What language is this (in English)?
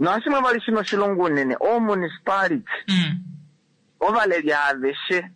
Kuanyama